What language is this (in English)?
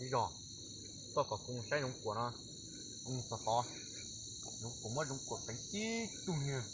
Hmong